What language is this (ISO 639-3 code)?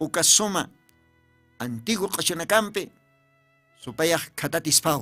aym